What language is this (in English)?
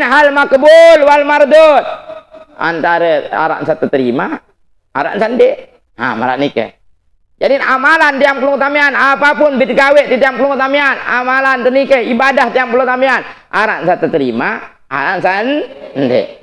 Sasak